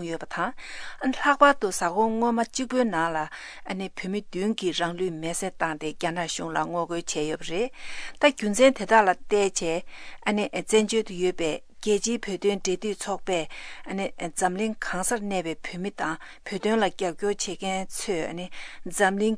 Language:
Tibetan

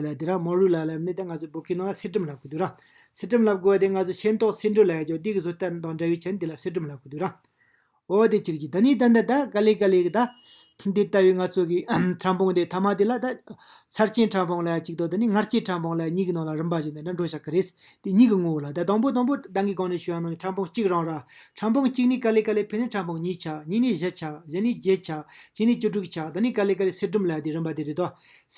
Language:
Tibetan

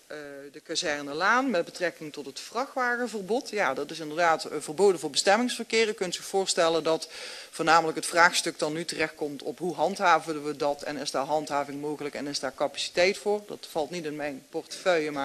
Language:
Dutch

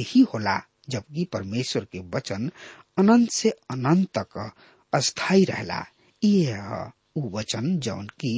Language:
Bhojpuri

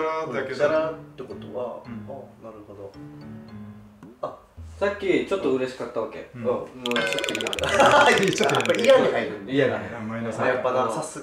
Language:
Japanese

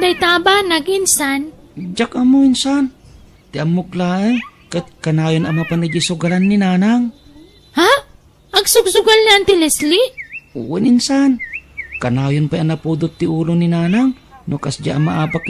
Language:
Iloko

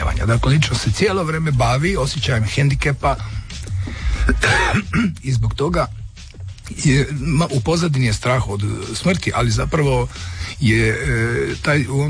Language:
Croatian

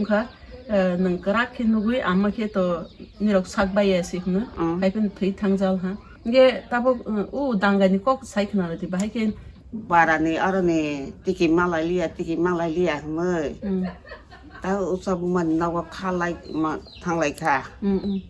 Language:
Kok Borok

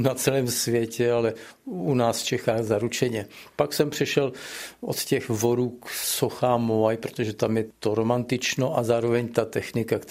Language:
Czech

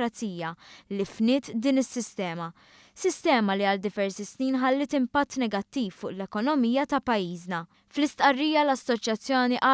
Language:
Maltese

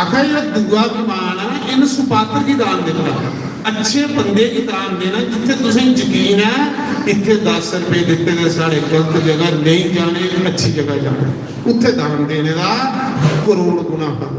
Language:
Dogri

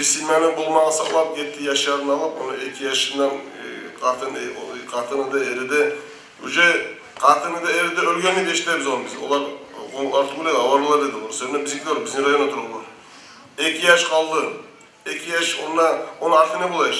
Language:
Kumyk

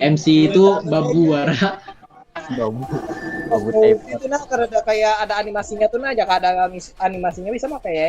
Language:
Banjar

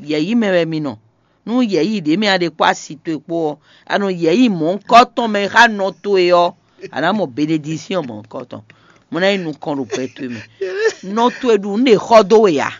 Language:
Fon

